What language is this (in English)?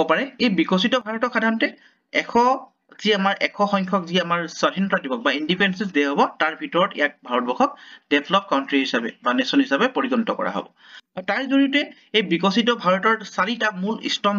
Assamese